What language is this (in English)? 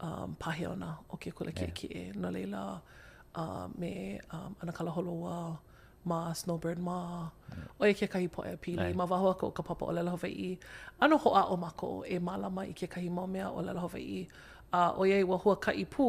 Hawaiian